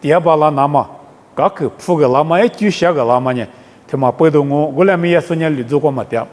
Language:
Lisu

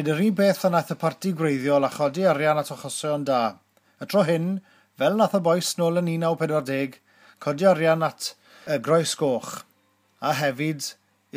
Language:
Welsh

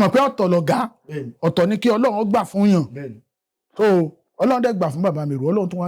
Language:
Yoruba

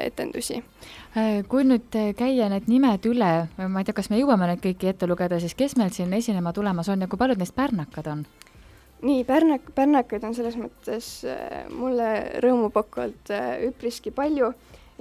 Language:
Estonian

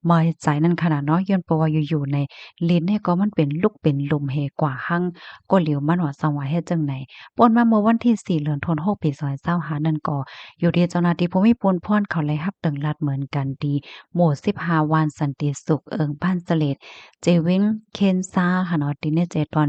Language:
Shan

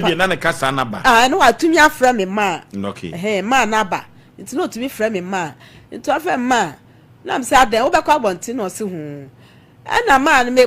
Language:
Akan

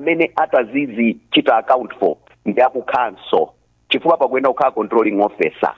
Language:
Nyanja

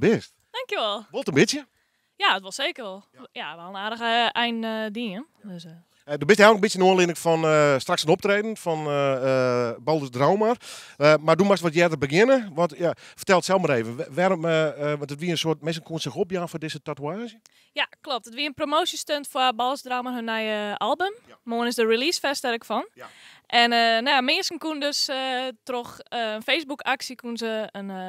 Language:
Western Frisian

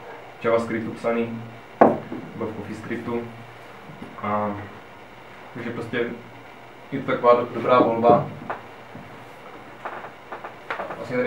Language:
Czech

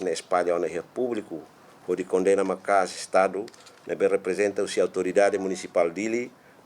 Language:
Tetum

